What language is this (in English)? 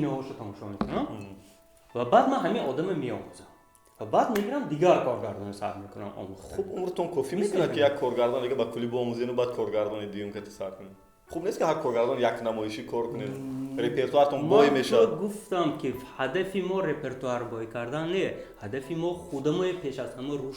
Tajik